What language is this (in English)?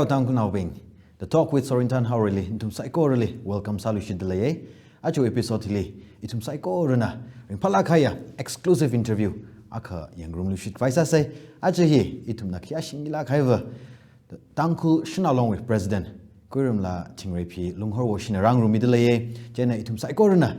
Tangkhul Naga (India)